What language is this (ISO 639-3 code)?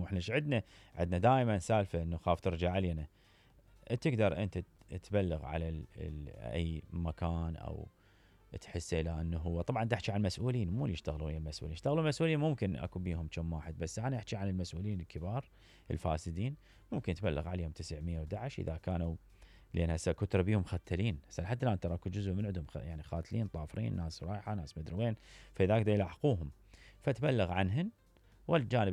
acm